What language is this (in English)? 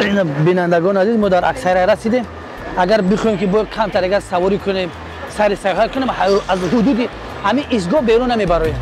Tajik